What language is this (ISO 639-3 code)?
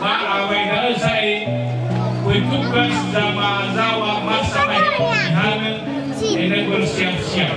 nia